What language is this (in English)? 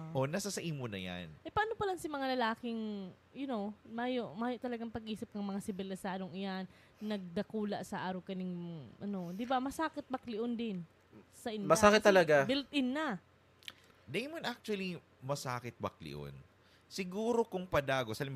Bikol